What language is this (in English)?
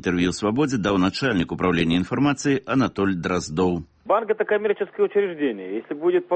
Belarusian